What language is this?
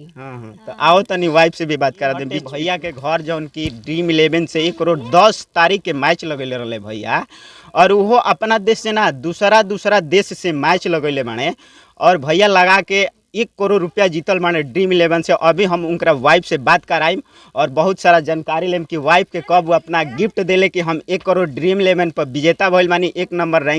Bhojpuri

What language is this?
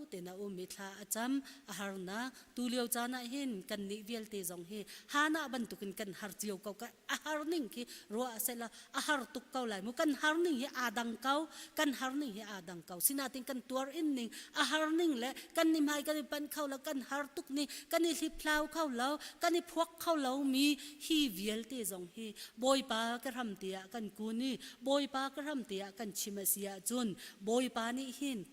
Hakha Chin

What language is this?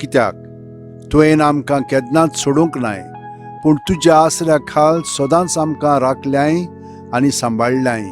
Konkani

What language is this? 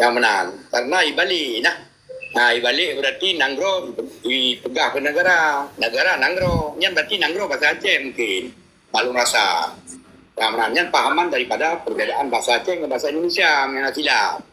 Achinese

